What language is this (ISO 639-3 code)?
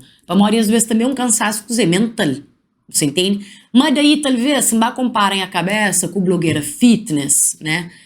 kea